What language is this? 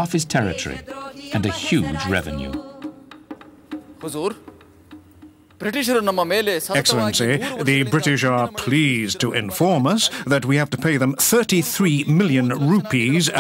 English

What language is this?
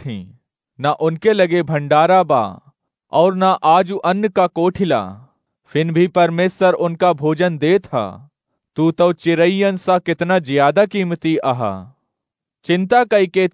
Awadhi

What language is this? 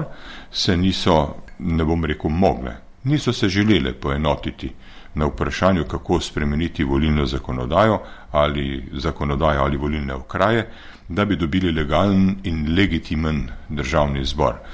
Slovenian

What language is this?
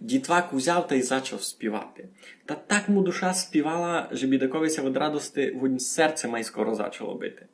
Rusyn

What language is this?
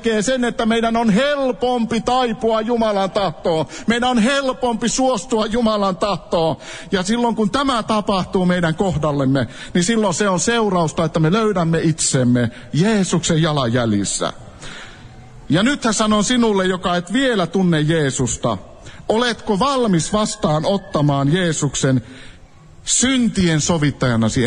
Finnish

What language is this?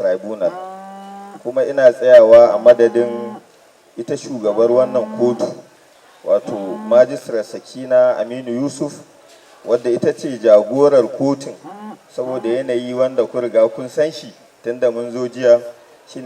Hausa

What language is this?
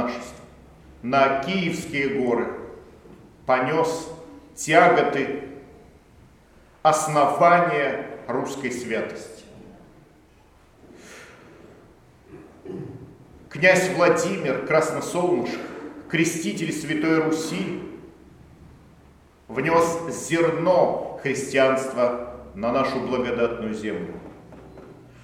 Russian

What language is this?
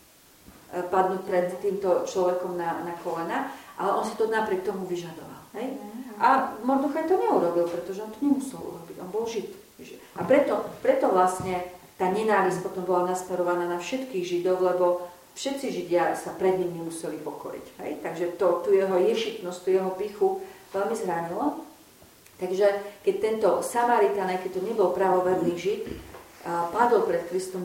Slovak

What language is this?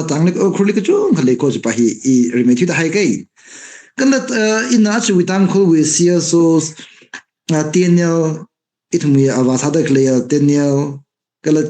Tangkhul Naga (India)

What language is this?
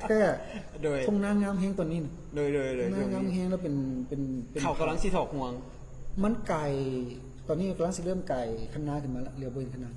Lao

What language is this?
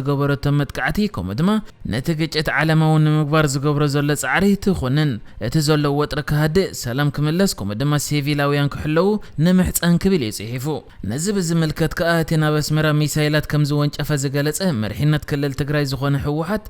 Tigrinya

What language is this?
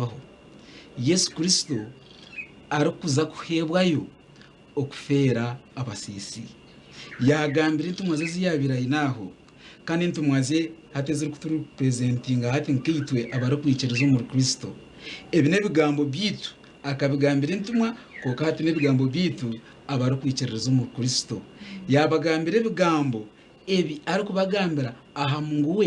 Nyankole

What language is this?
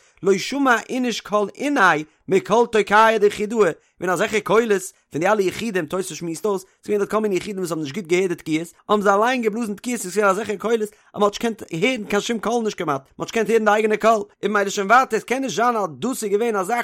Yiddish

